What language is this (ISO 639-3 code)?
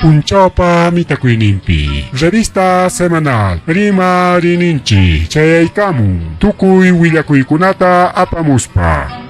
quy